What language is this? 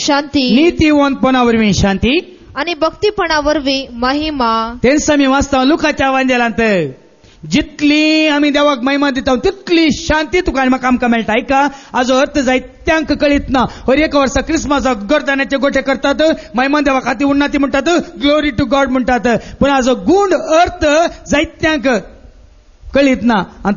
Konkani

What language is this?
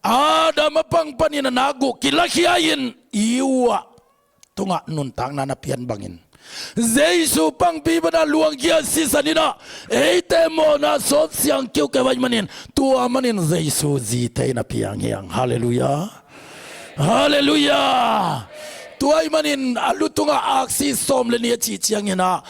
Tedim Chin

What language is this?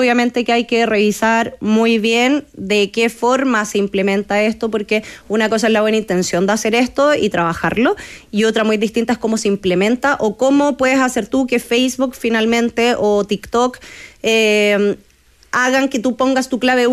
Spanish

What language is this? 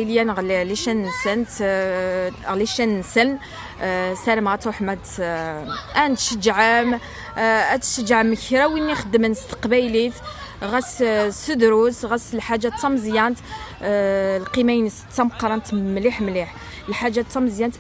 Kabyle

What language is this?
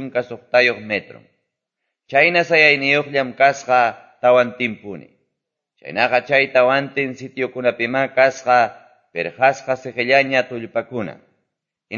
Quechua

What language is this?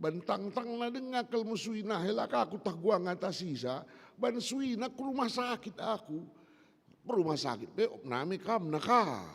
Batak Karo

